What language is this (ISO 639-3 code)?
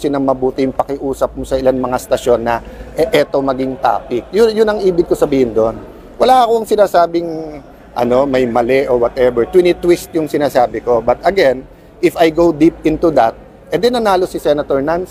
fil